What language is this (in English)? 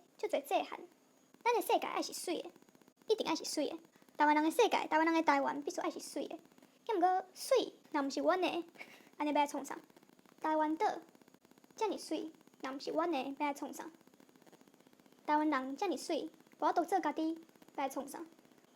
Min Nan Chinese